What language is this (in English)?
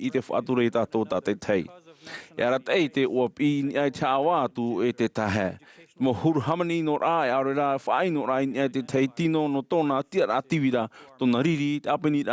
Tahitian